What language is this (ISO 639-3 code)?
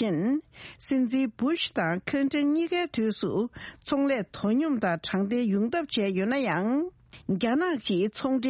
bod